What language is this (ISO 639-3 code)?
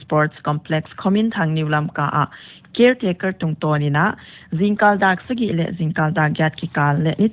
pck